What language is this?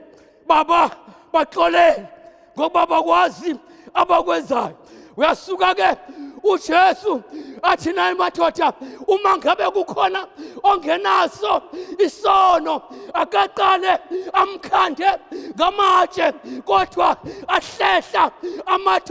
Zulu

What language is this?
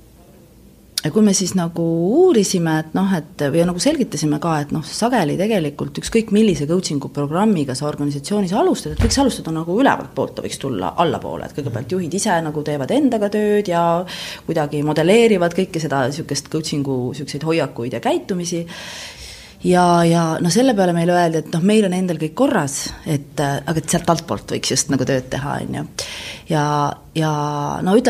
Estonian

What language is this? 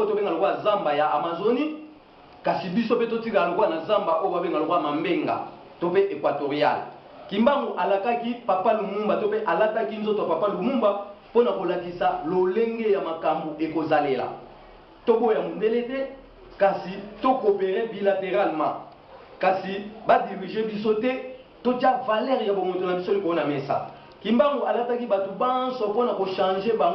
Lingala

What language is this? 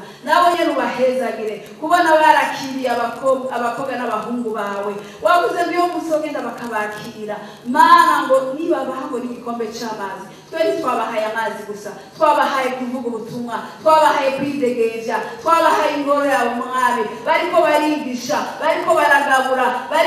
Rundi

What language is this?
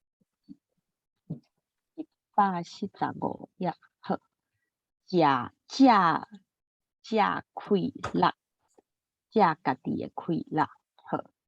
Min Nan Chinese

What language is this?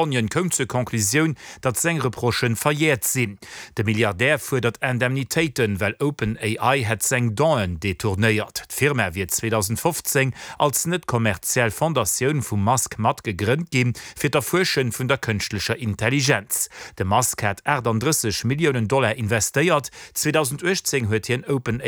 Luxembourgish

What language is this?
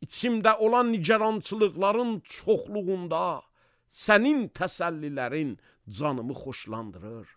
Azerbaijani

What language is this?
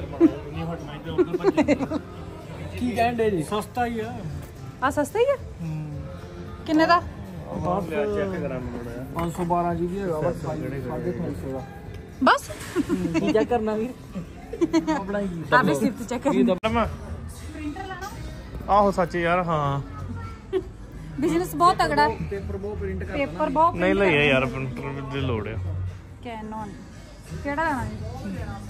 Punjabi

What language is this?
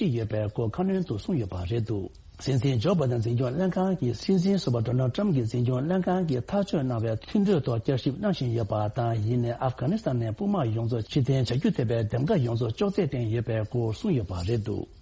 Tibetan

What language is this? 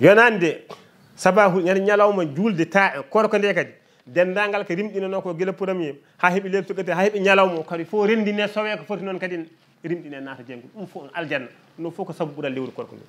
Fula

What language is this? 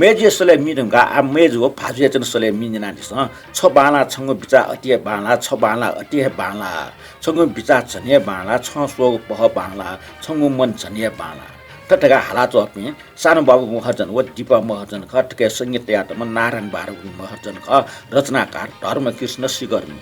Newari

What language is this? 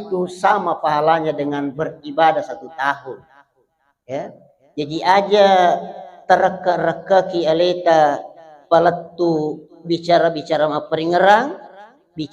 Buginese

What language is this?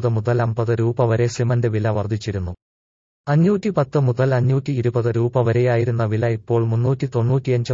Malayalam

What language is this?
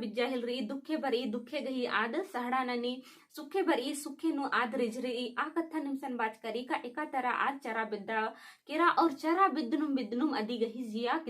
Kurukh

